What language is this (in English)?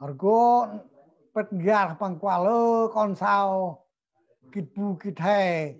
Central Mnong